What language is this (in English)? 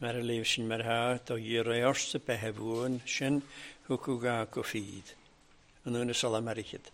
Welsh